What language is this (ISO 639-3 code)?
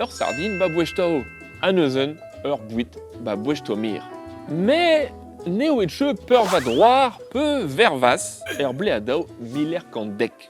bre